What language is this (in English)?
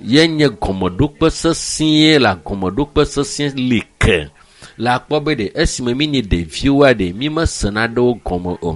Ewe